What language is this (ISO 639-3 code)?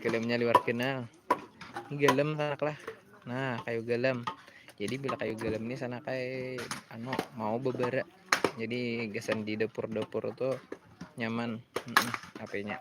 bjn